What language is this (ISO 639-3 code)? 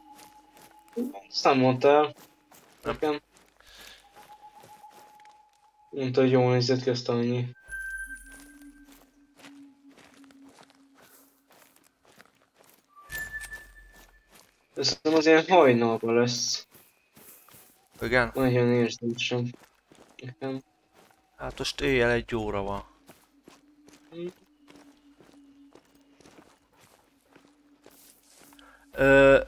hun